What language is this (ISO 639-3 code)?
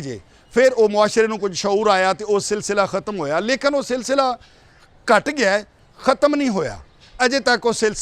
lah